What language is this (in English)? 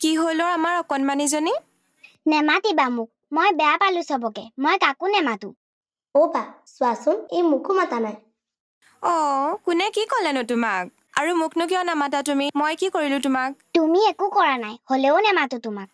Assamese